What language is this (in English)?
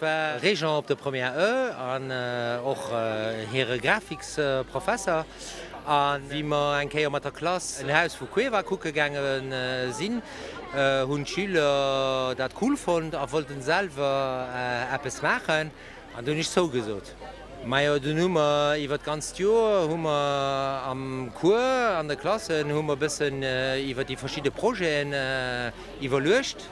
Luxembourgish